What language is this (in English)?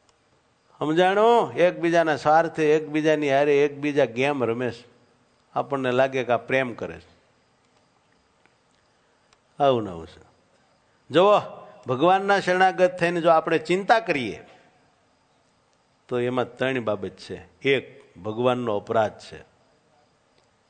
Gujarati